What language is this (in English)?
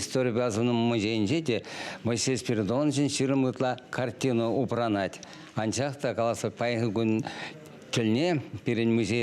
Chuvash